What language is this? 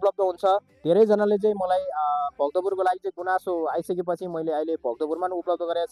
Nepali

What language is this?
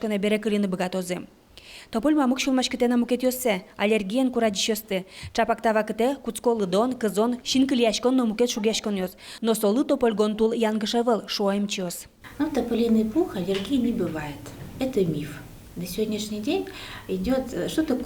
Udmurt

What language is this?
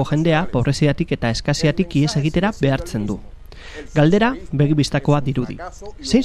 Basque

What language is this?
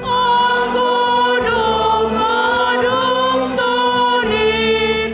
Batak Simalungun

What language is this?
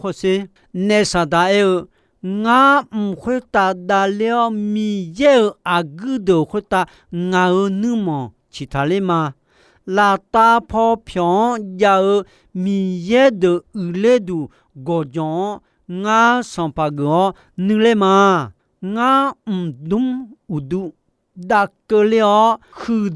Akha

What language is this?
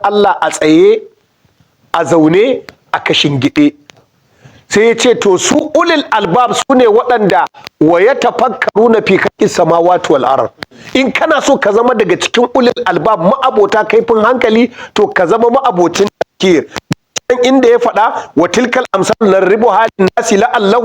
Hausa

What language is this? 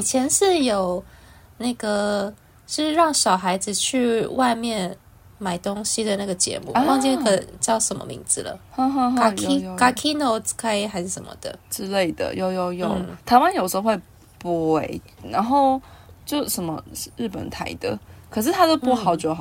Chinese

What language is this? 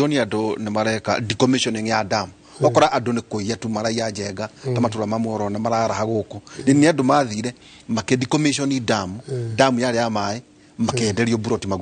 Kikuyu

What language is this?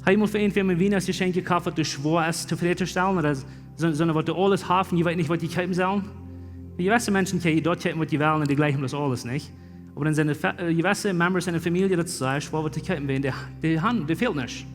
Plautdietsch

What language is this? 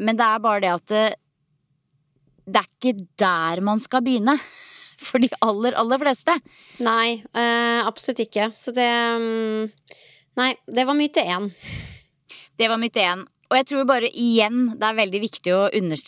Norwegian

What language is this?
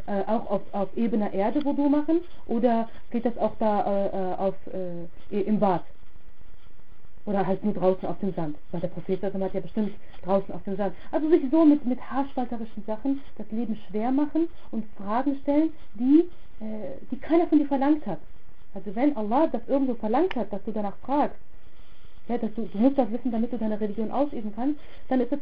German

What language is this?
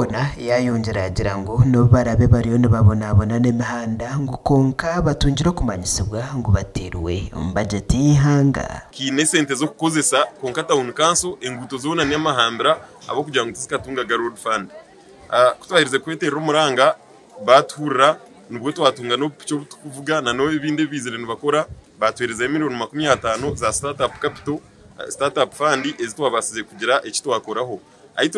Nyankole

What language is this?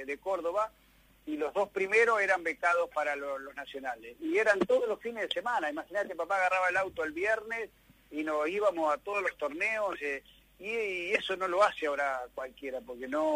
Spanish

